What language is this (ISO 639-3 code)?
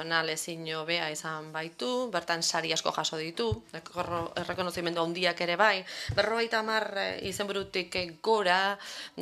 eus